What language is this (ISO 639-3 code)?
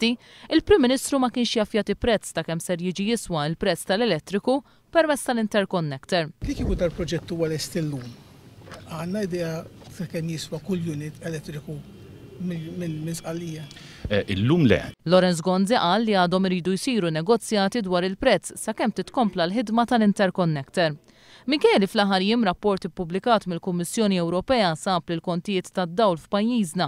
mlt